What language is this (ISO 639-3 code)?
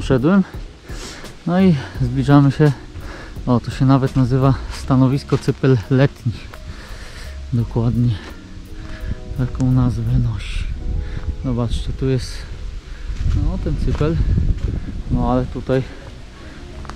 pol